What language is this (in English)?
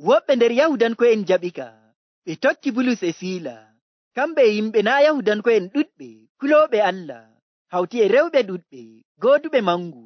Nigerian Fulfulde